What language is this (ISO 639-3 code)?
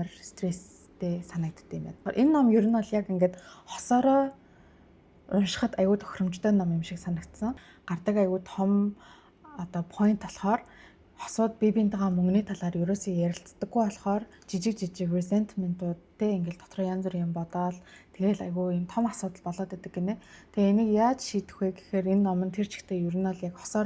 mon